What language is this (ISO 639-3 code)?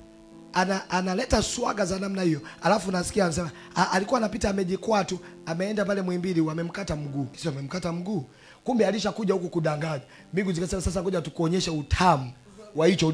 swa